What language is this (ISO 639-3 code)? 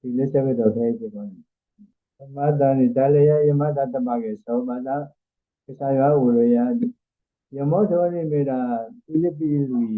ksw